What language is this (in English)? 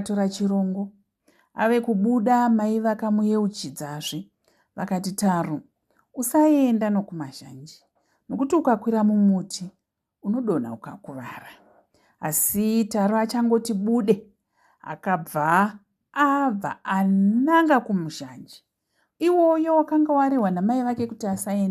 Shona